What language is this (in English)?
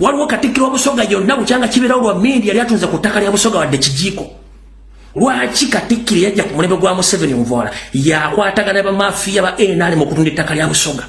Ganda